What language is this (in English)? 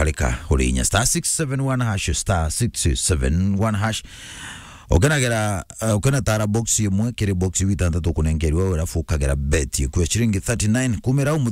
Meru